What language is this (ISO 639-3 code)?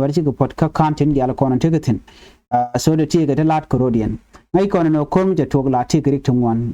nus